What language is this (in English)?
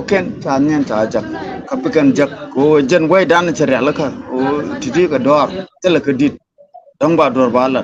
Nuer